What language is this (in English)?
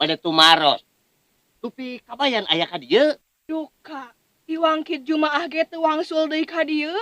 Sundanese